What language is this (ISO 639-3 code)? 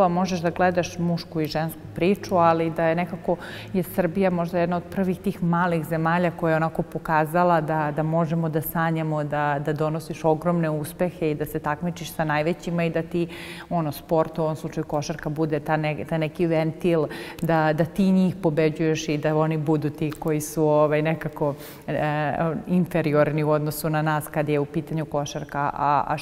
srp